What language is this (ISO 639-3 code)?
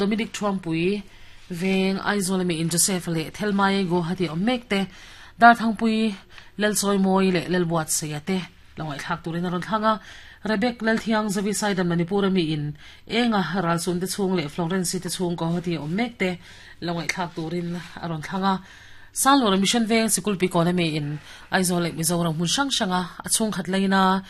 lus